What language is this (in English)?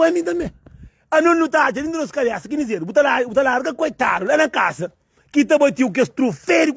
Kabuverdianu